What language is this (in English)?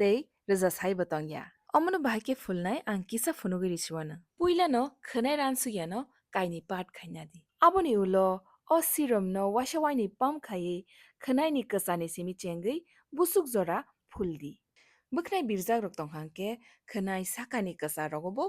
Kok Borok